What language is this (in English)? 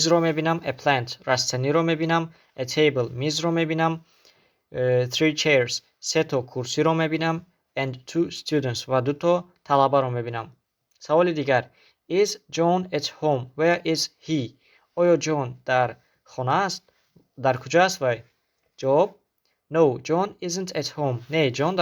Tajik